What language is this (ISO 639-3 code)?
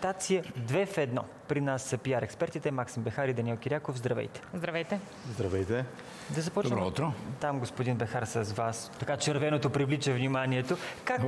bul